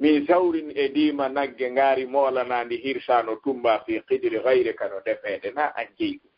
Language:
Fula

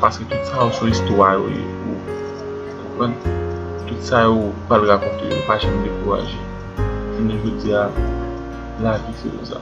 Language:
Haitian Creole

